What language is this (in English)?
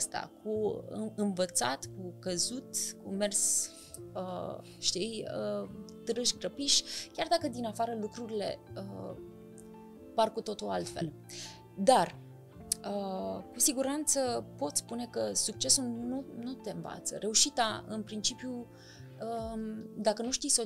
Romanian